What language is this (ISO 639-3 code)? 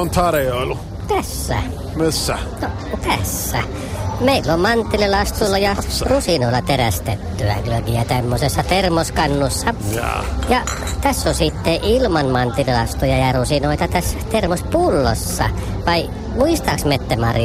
fin